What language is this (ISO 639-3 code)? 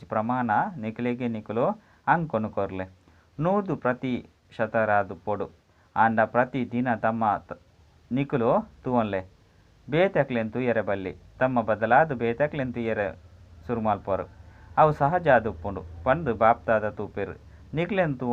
tcy